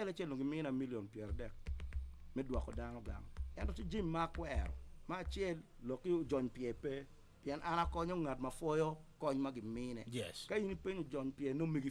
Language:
Acoli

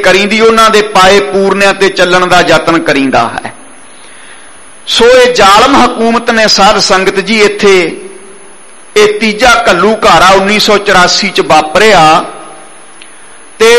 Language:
Punjabi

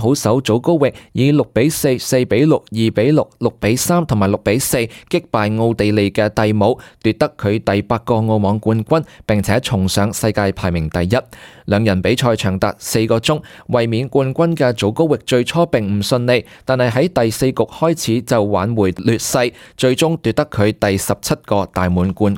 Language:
Cantonese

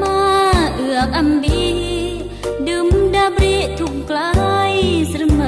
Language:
Khmu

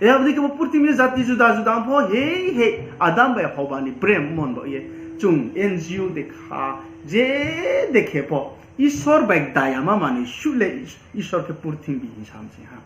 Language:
Riang (India)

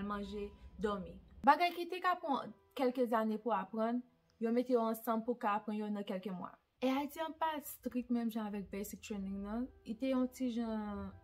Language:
Haitian Creole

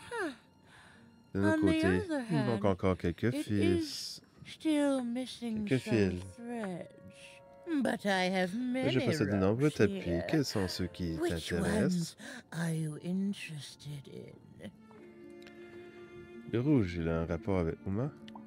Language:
French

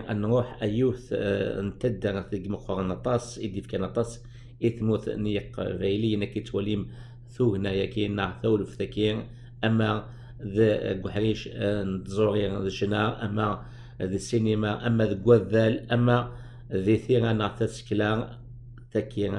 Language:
Kabyle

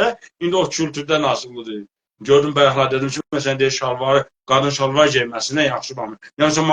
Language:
South Azerbaijani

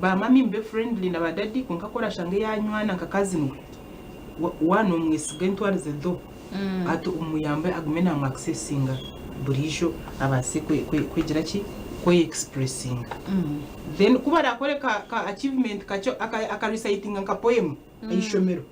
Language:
Nyankole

